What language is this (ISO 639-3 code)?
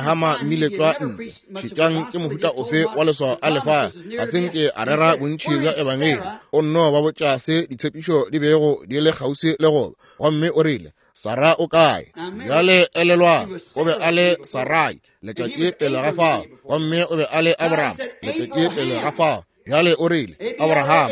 nso